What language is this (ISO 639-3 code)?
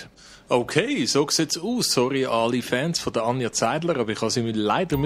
gsw